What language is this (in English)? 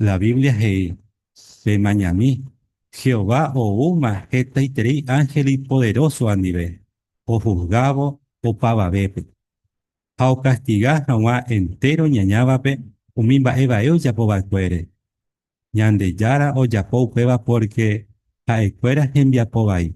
Guarani